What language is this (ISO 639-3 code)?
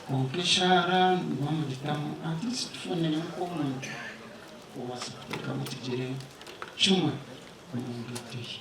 nyn